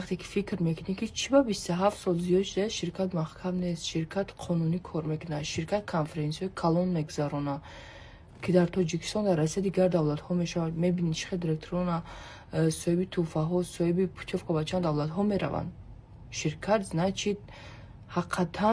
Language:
Tajik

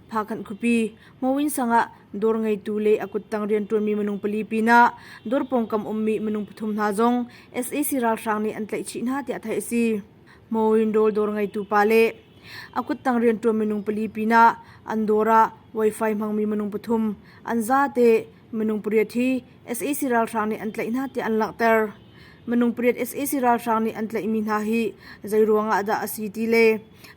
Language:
Hakha Chin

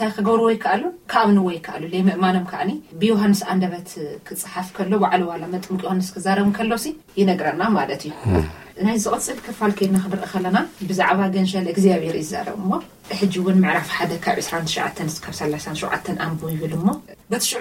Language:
Tigrinya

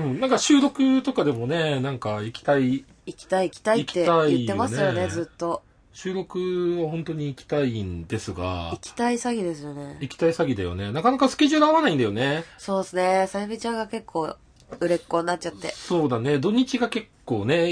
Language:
Japanese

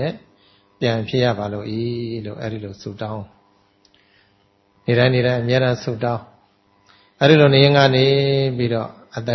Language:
Burmese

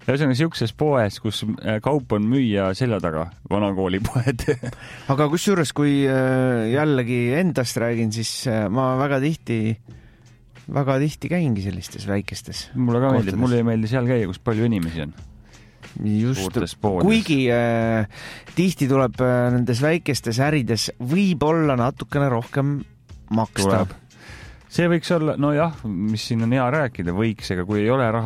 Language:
Estonian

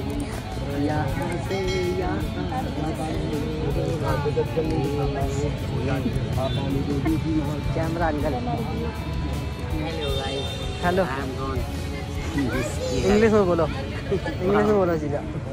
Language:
Hindi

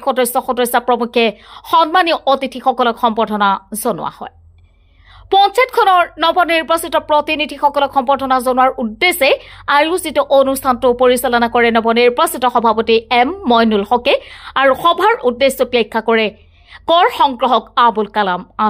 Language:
Assamese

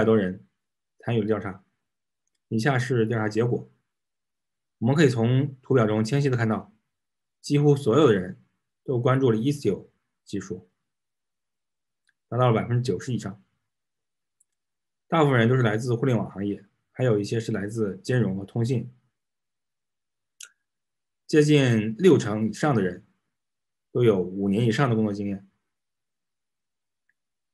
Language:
Chinese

